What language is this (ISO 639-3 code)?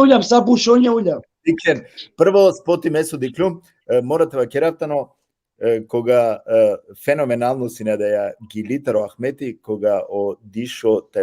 rmn